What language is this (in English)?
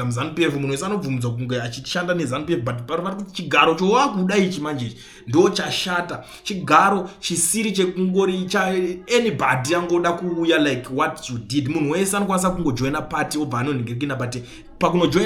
Shona